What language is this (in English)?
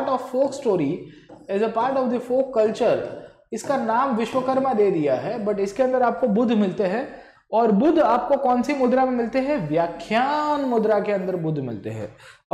Hindi